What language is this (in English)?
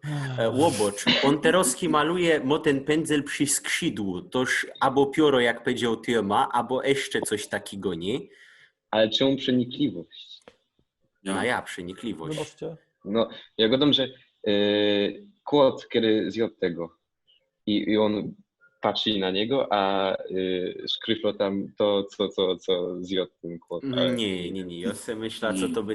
Silesian